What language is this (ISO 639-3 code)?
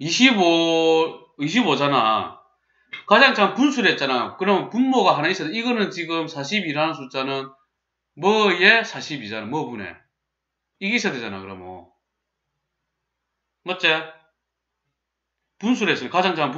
kor